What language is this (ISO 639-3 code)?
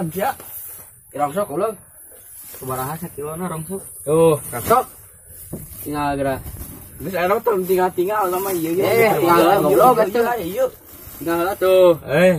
sun